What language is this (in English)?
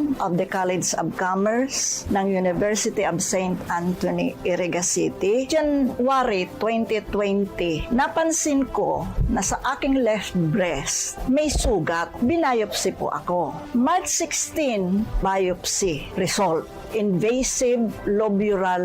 Bikol